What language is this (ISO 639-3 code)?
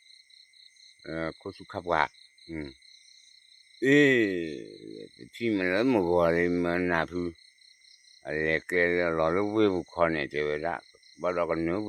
ksw